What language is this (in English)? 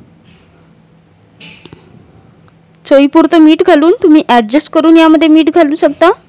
Marathi